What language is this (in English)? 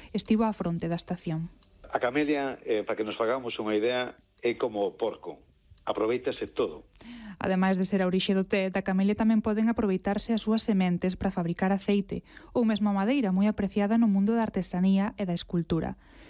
Galician